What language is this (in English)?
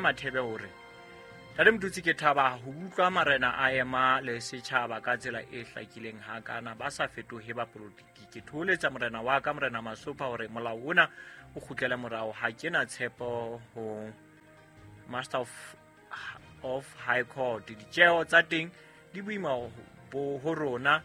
Southern Sotho